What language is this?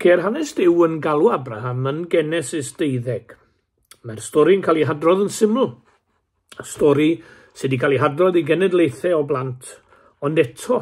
Welsh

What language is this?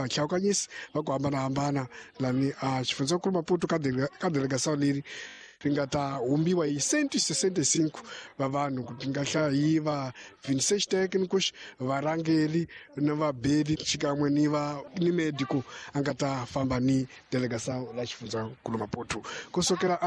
Tsonga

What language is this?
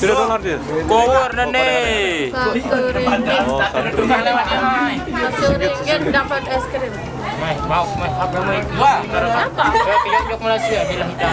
Sasak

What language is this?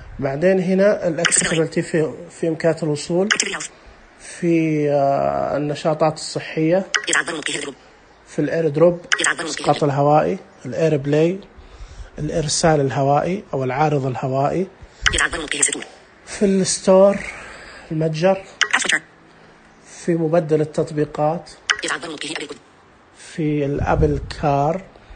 Najdi Arabic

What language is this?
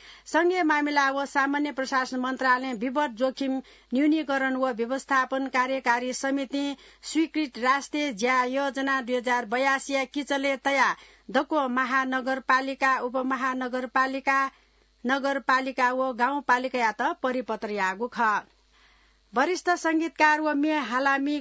Newari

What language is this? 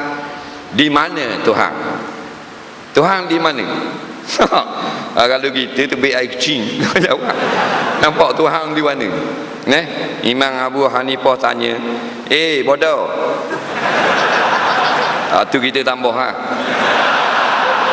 Malay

